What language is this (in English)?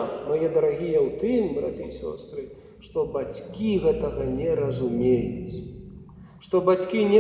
Belarusian